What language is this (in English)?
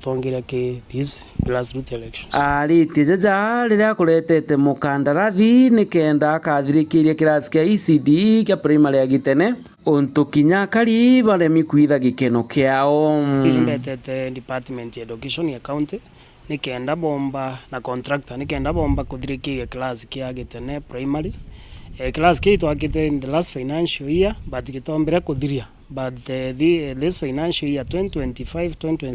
Meru